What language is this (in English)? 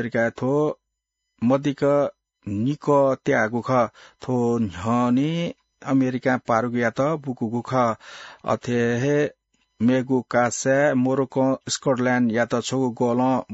Newari